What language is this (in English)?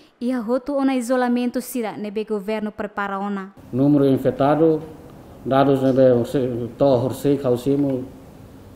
Tetum